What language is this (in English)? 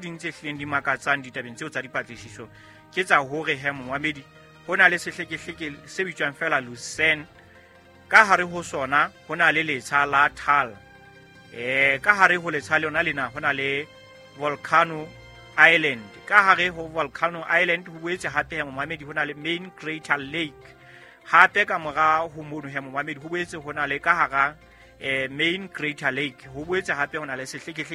Southern Sotho